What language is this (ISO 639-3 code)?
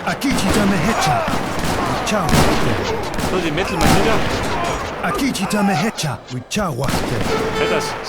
bar